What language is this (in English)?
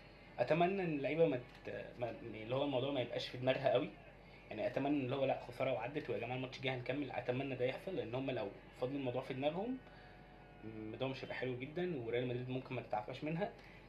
Egyptian Arabic